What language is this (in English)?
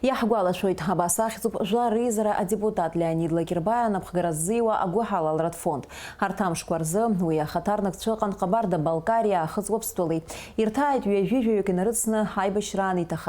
Abkhazian